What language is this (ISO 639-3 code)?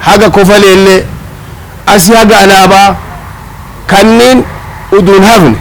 orm